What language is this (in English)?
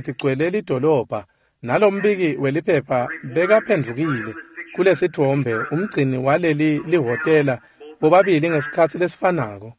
Swati